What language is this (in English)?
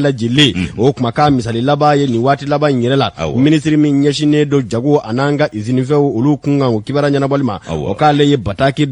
Bambara